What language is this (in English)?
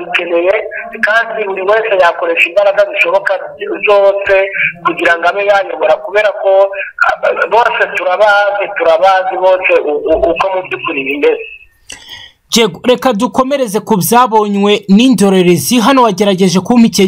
Kinyarwanda